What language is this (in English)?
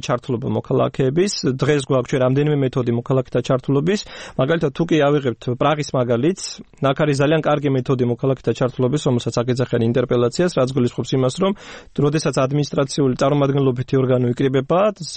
Georgian